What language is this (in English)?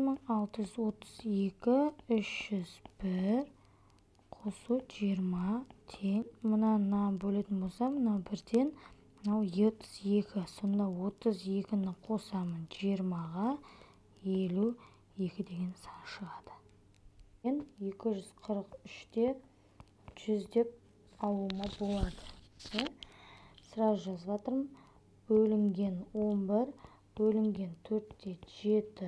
Kazakh